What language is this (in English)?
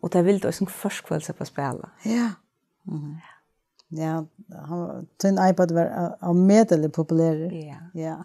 Faroese